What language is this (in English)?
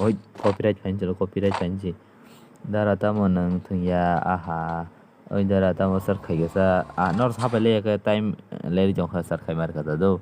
Kok Borok